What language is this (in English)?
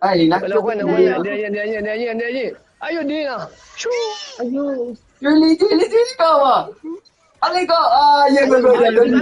Morisyen